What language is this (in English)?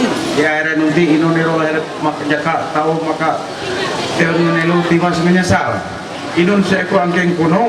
Ma'anyan